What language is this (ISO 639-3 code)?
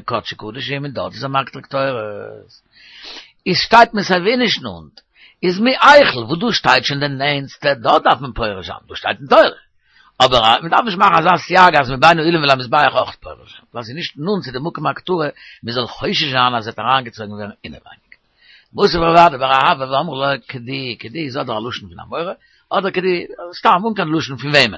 yid